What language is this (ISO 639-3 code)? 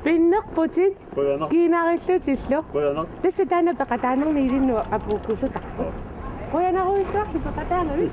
kal